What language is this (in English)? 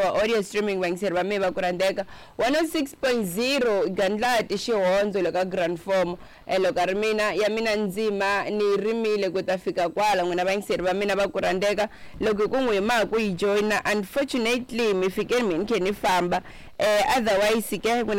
Tsonga